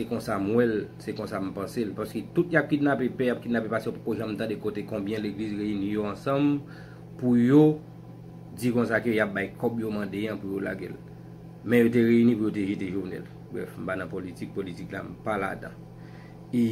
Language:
Haitian Creole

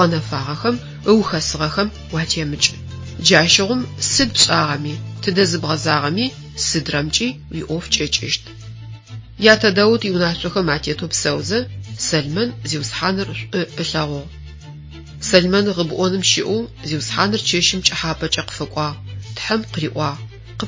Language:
Adyghe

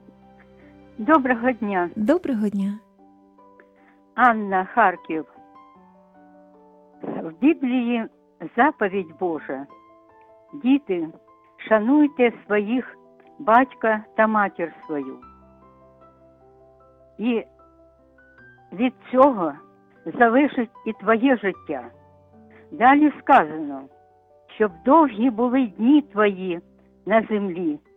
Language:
Ukrainian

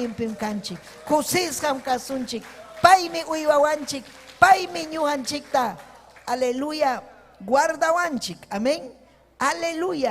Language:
Ayacucho Quechua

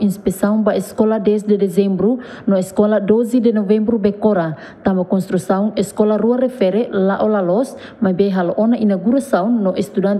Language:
Tetum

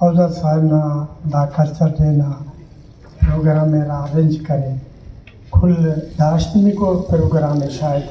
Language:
Brahui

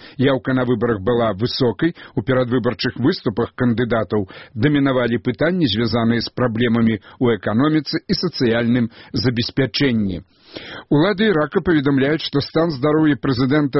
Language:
Belarusian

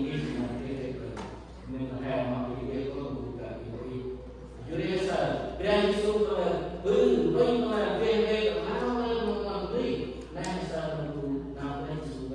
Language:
Central Mnong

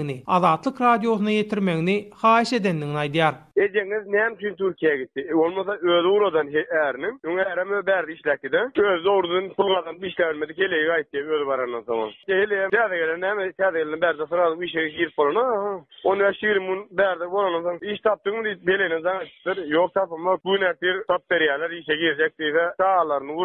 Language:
Turkmen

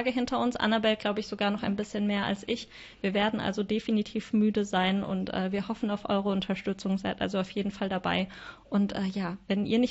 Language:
German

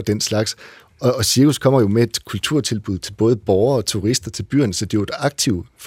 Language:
Danish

